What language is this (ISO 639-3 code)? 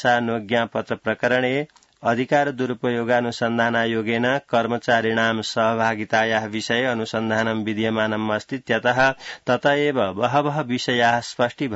san